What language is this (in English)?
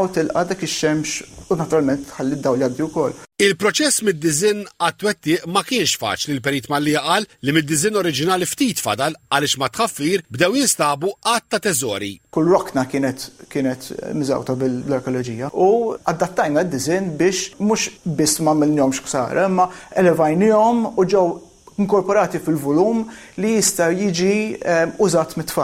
Maltese